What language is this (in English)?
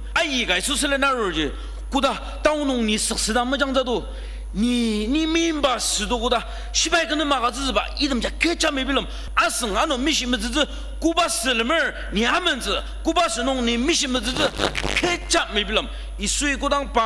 Ao Naga